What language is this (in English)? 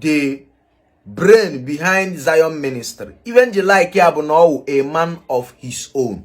Igbo